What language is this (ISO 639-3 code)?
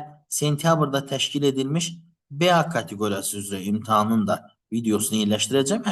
aze